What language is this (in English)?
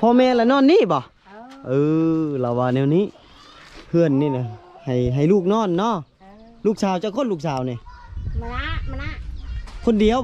Lao